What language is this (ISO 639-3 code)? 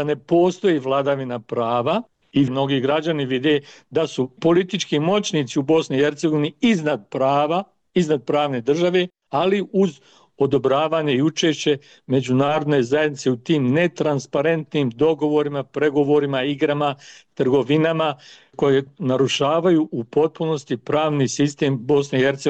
bos